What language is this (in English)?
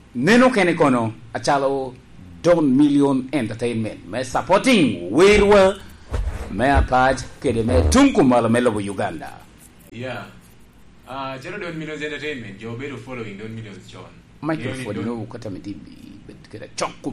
Lango (Uganda)